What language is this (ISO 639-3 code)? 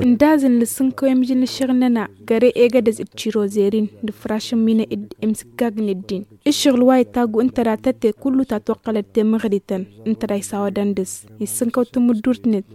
taq